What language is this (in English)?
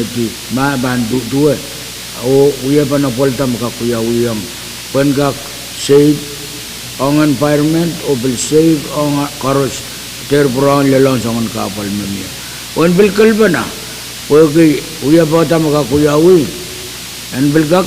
Pohnpeian